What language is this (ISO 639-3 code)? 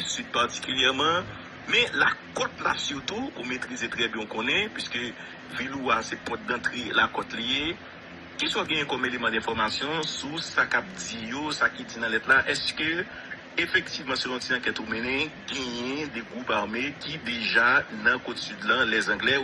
hat